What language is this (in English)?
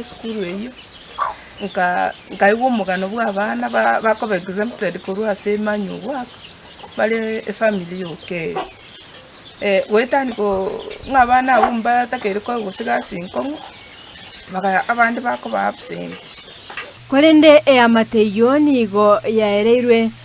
Gusii